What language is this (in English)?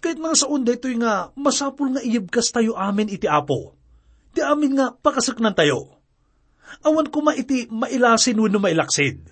Iloko